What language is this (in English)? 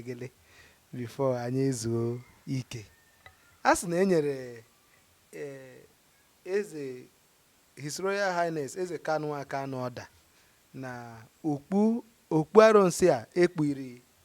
Igbo